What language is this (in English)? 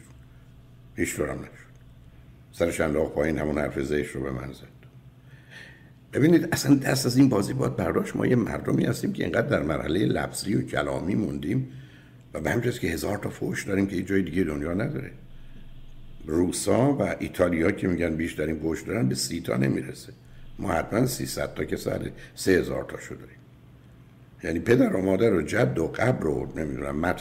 Persian